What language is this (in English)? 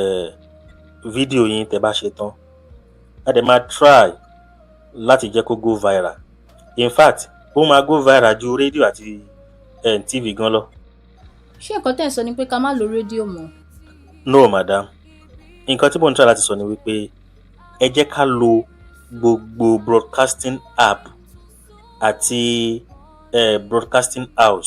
Yoruba